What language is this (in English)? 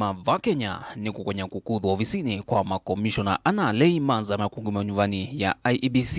Kamba